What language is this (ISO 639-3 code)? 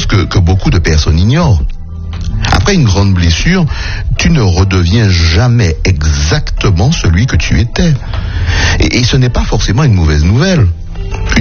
fra